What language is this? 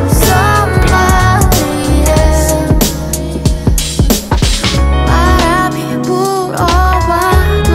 Korean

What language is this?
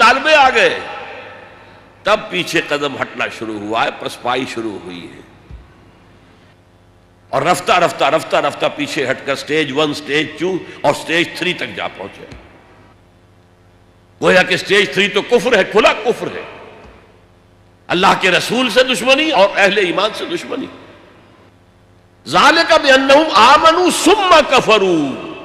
Urdu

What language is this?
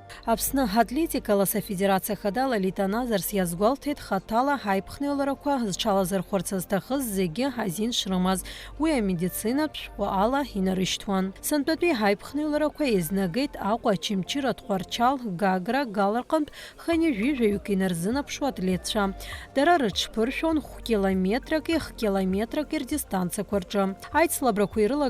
Abkhazian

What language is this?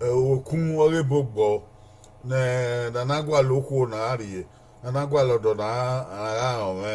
Bini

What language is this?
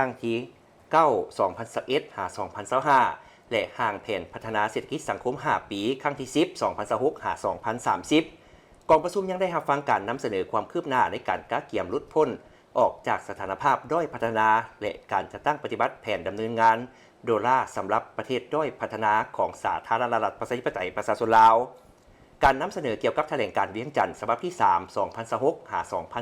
Lao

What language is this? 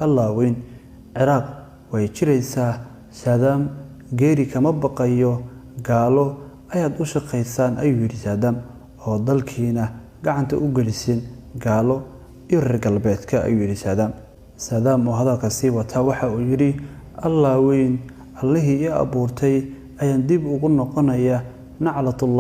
Somali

